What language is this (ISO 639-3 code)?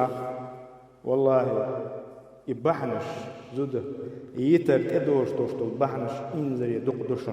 che